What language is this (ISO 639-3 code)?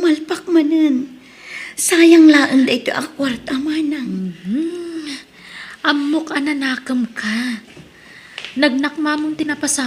ilo